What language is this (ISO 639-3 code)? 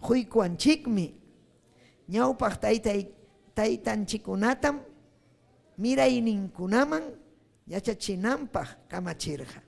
quy